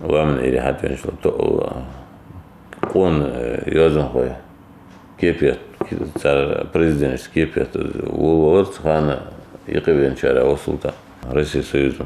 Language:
Ingush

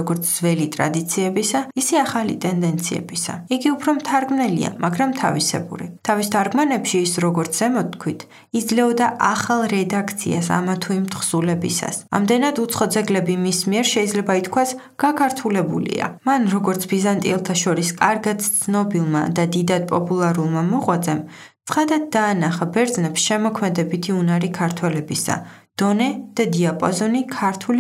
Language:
Georgian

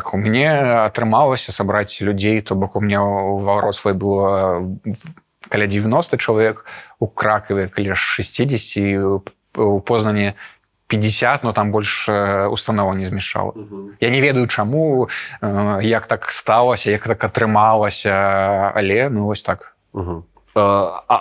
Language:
Belarusian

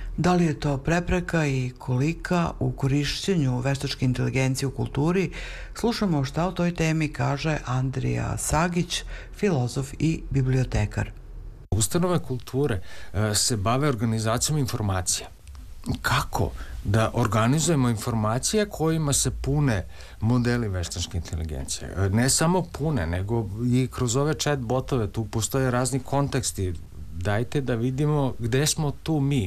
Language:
Serbian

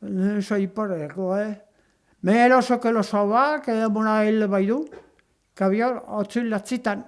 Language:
Occitan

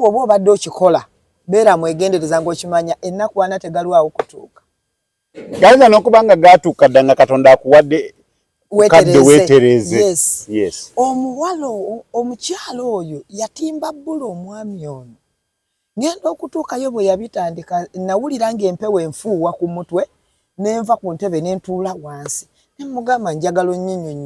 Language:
Ganda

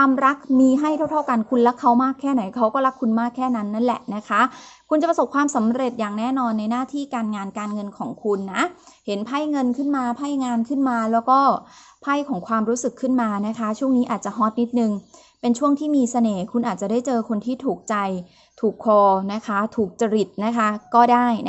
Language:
Thai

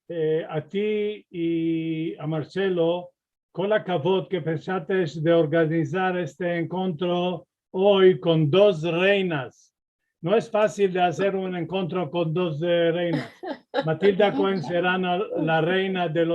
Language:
Ladino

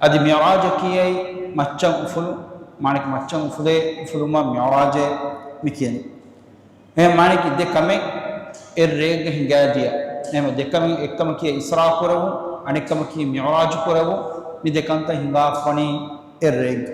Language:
Divehi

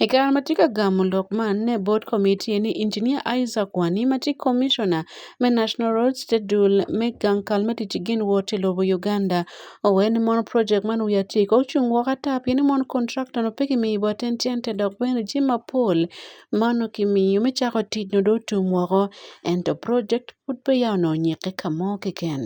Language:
Acoli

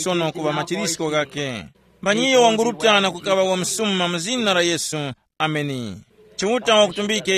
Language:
Tumbuka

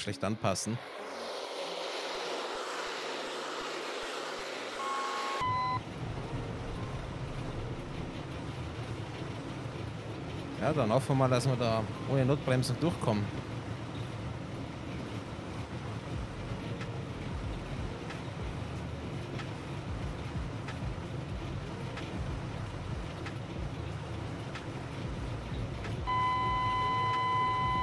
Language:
German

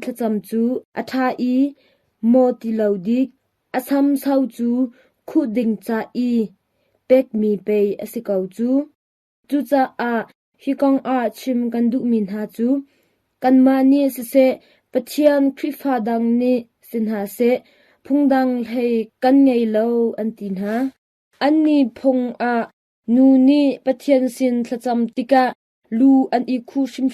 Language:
Hakha Chin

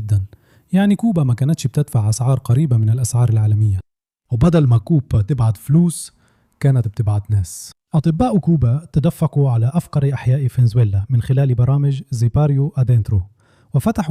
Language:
Egyptian Arabic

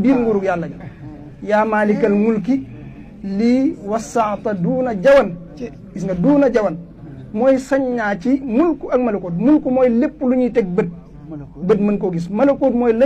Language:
Wolof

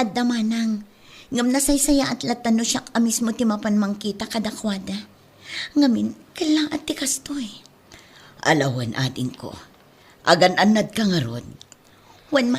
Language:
Iloko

